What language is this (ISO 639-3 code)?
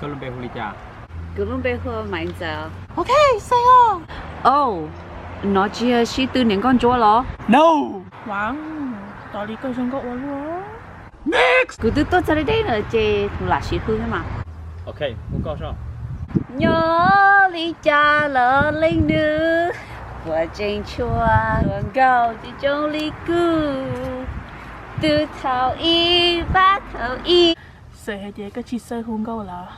hmn